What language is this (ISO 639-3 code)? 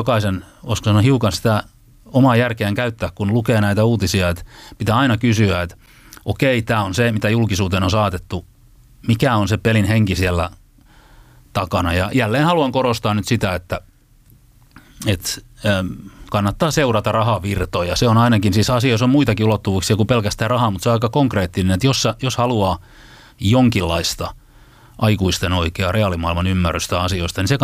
fin